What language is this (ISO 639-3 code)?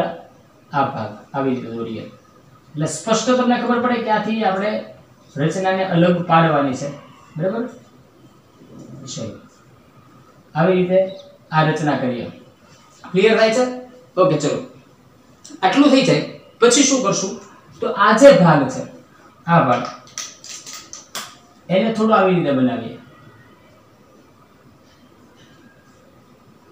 guj